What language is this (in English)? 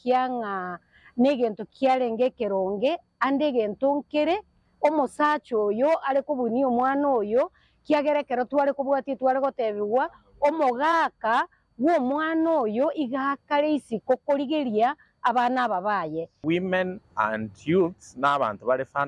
Gusii